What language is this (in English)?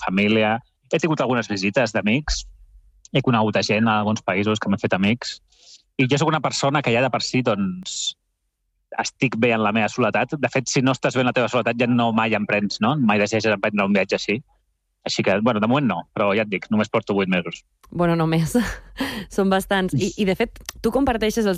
Catalan